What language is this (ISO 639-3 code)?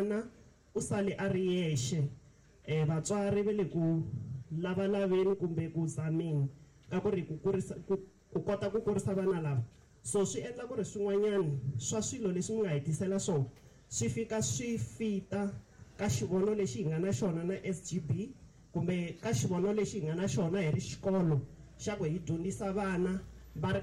tso